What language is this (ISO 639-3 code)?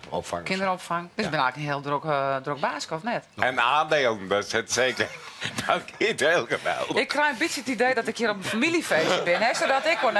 fry